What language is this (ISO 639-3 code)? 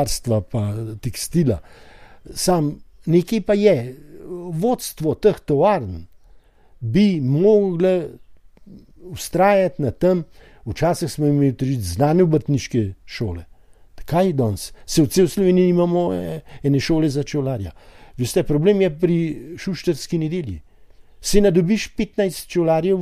slv